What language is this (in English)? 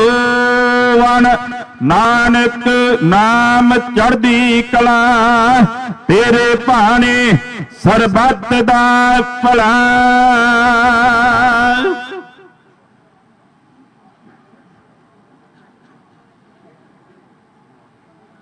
Punjabi